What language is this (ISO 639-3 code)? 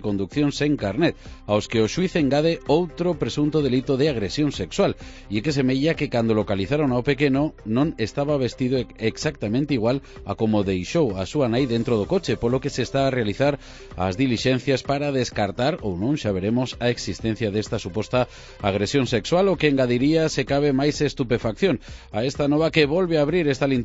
glg